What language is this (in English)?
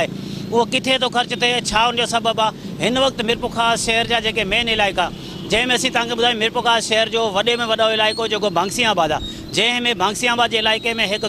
Sindhi